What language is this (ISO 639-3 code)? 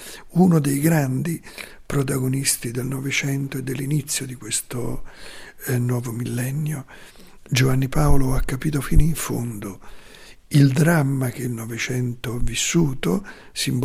ita